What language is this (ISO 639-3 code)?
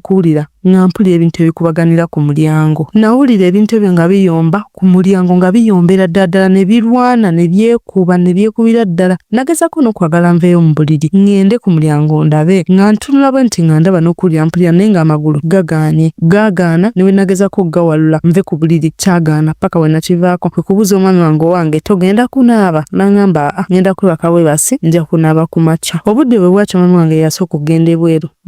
lug